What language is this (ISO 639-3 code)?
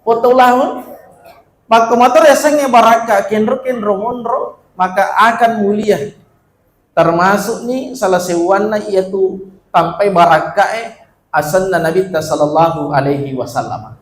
bug